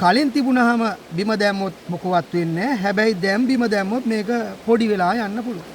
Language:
Sinhala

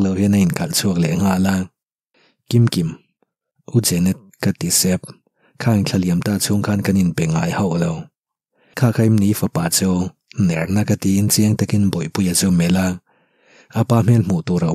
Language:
Mizo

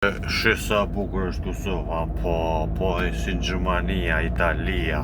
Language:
Albanian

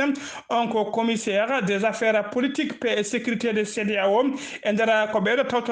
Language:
Fula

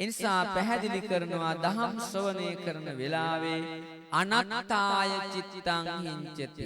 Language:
Sinhala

